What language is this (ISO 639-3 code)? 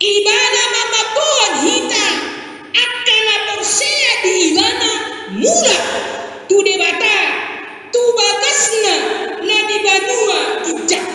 bbc